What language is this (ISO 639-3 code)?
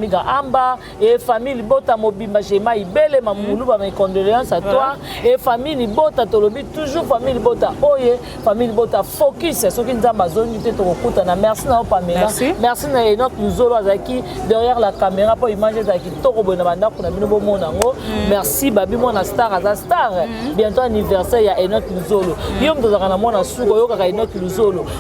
lin